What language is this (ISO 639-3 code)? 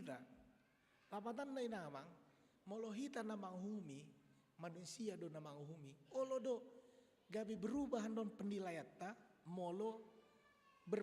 bbc